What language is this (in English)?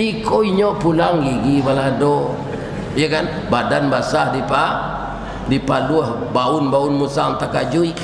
Minangkabau